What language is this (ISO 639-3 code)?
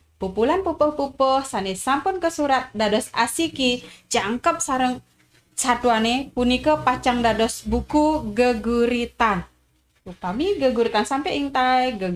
ban